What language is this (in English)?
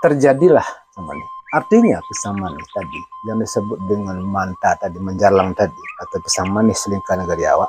Minangkabau